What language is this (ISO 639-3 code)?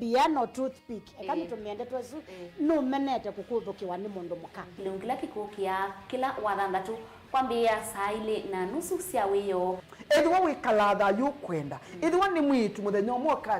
kam